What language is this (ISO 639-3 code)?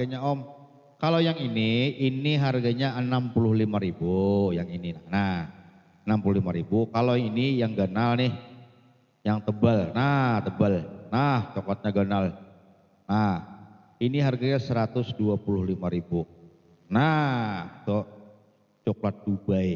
bjn